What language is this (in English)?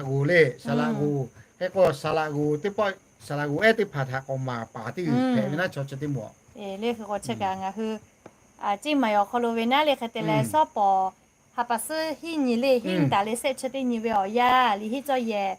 Lahu